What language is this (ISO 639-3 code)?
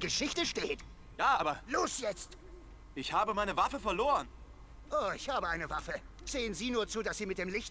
gsw